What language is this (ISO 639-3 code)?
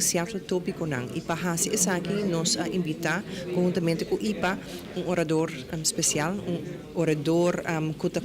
pap